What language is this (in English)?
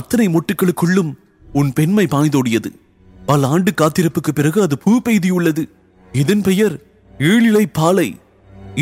Tamil